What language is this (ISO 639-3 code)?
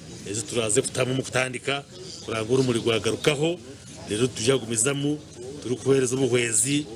nyn